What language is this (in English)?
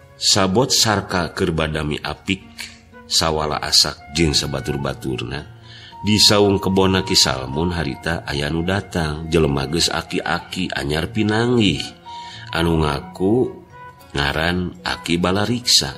Sundanese